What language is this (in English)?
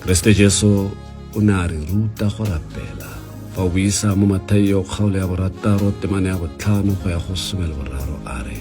Tswana